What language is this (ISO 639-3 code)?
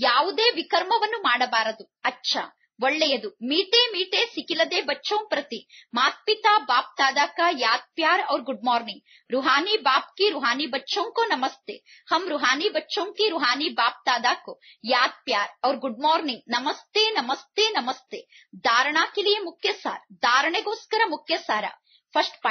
kan